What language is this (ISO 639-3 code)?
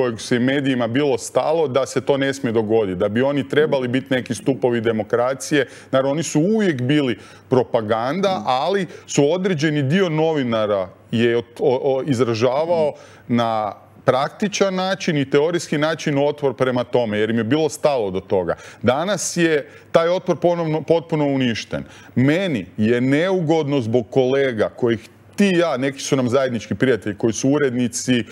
hrv